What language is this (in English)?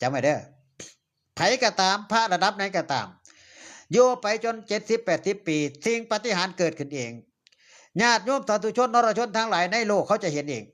Northeastern Thai